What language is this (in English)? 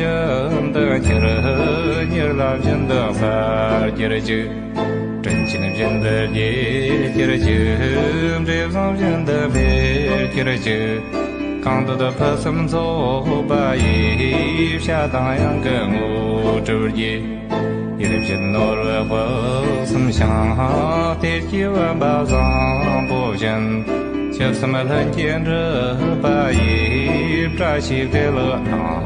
Tibetan